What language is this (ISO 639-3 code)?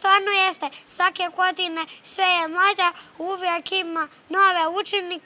bos